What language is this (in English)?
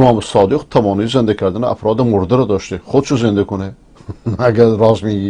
Persian